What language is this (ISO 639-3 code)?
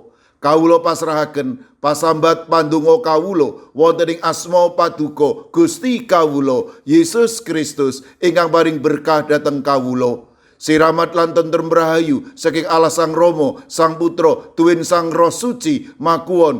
jav